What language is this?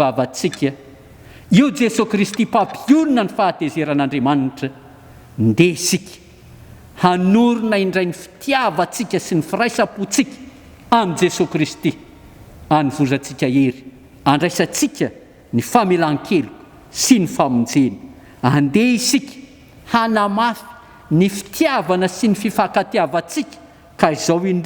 Malagasy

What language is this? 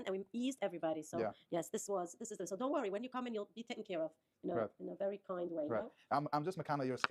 Yiddish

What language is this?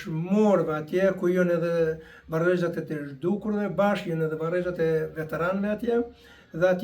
Albanian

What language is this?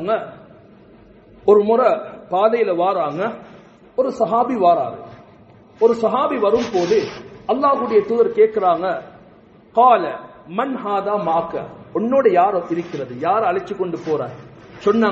Tamil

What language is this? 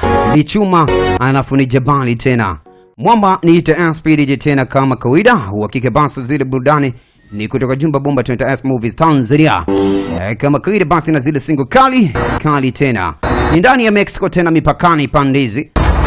Swahili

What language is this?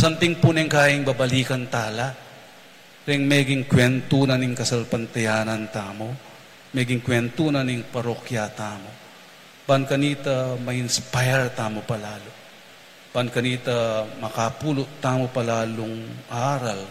Pampanga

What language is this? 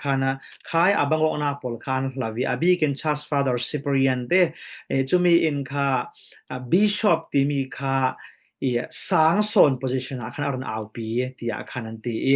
Falam Chin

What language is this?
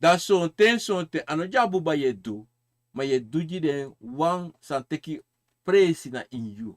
Sranan Tongo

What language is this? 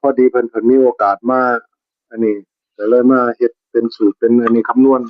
Northeastern Thai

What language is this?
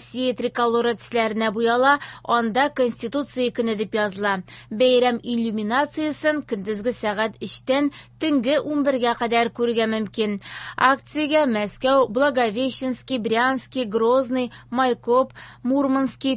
Tatar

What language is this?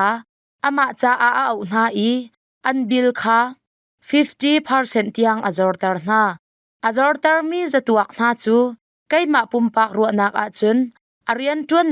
Hakha Chin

